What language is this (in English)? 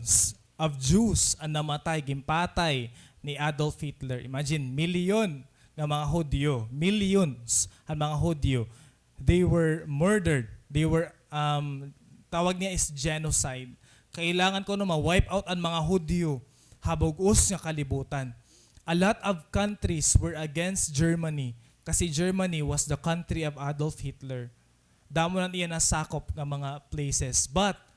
Waray